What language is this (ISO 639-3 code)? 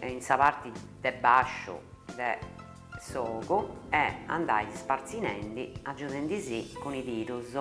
srd